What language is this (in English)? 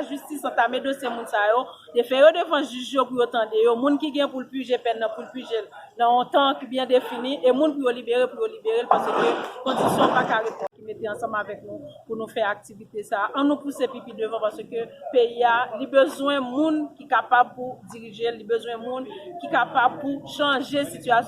Haitian Creole